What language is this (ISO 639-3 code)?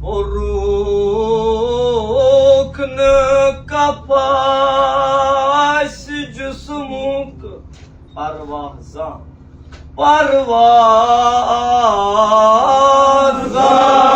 kas